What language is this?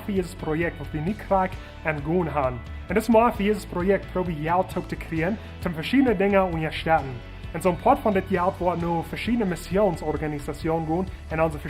Plautdietsch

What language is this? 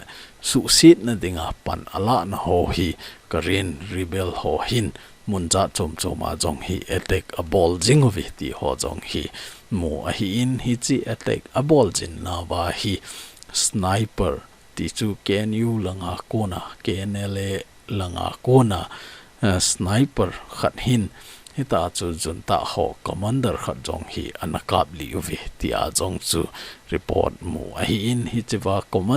Thado Chin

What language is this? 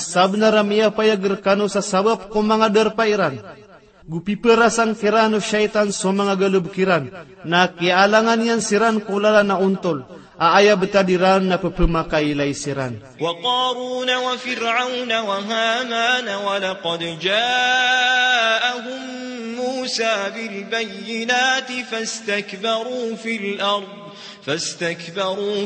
Maranao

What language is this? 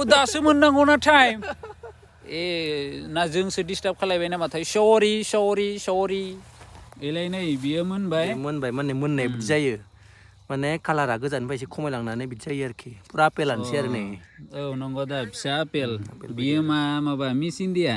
Bodo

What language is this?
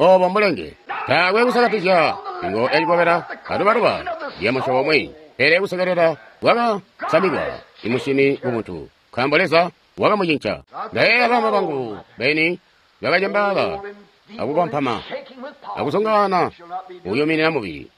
Tonga (Zambia)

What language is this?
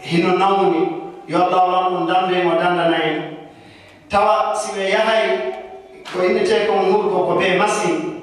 Fula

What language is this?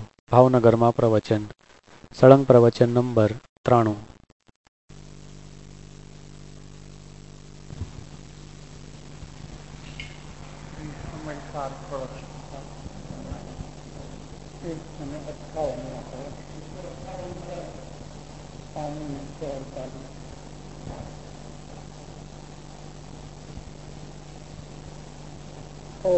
Gujarati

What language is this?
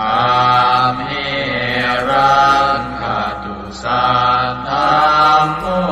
Pali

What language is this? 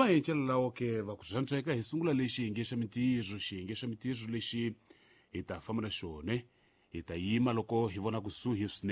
Tsonga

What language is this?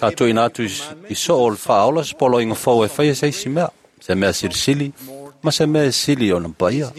Samoan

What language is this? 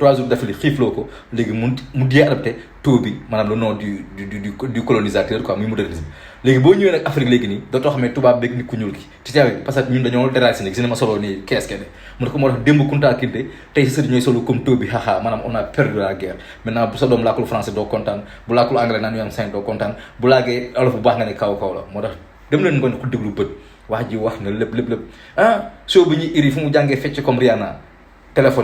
Wolof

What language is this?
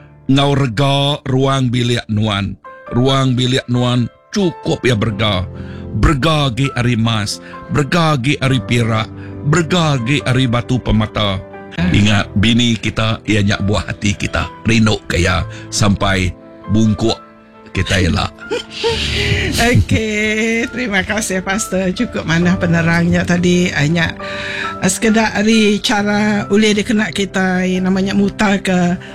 Iban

